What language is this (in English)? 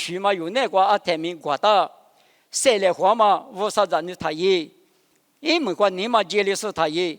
Lisu